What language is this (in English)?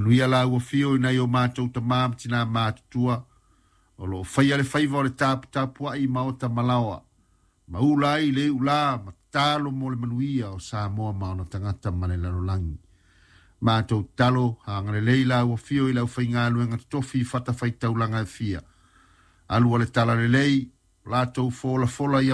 Samoan